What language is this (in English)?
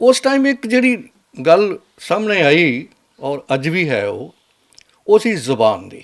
Western Panjabi